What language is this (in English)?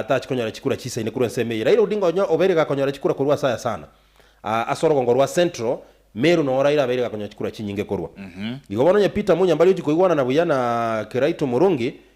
Gusii